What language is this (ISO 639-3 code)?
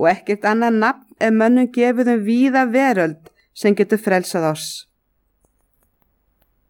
isl